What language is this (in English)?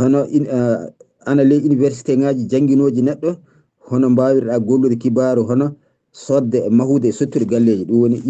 Fula